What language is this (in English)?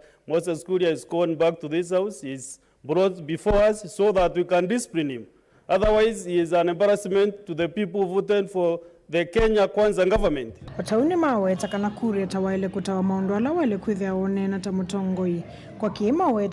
Kamba